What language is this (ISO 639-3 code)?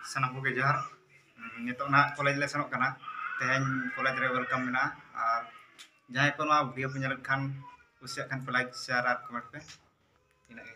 sat